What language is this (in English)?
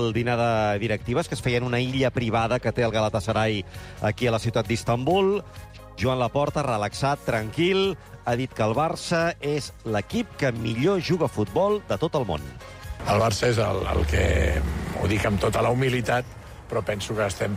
Catalan